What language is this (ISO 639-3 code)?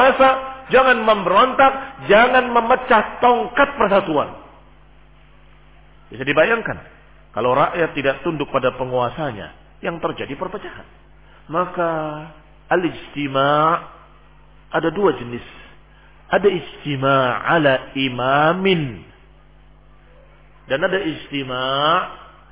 ind